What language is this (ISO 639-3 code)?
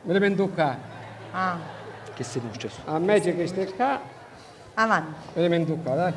scn